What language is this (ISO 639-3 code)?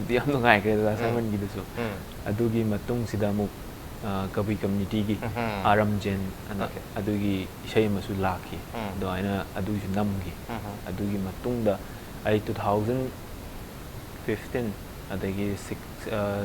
mni